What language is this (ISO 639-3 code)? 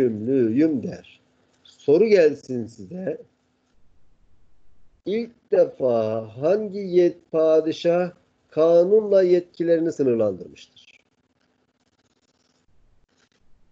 tur